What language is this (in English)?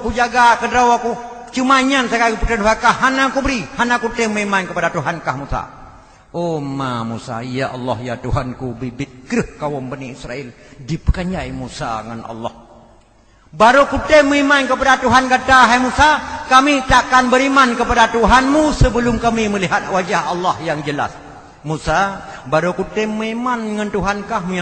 Achinese